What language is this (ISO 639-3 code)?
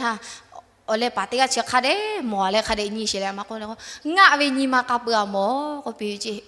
lhu